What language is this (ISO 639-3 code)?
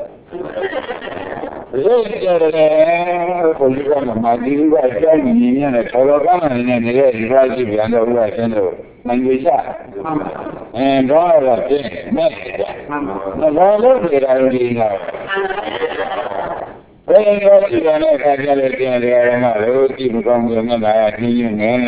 mya